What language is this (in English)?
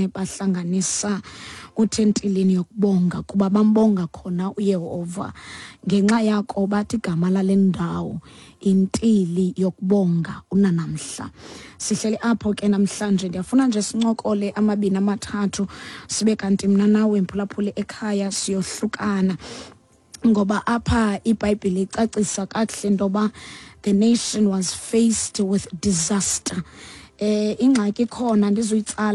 Xhosa